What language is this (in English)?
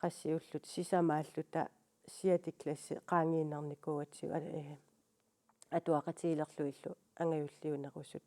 Kalaallisut